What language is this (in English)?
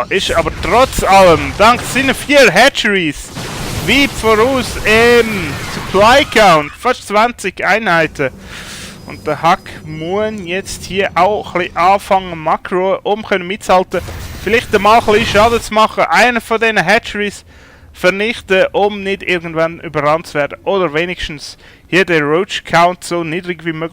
Swiss German